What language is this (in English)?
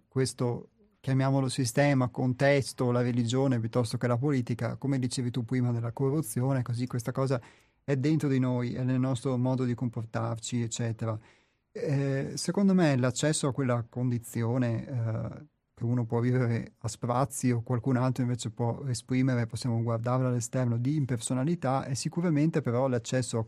Italian